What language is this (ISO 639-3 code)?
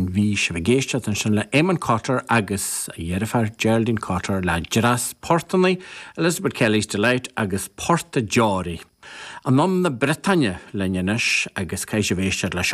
gle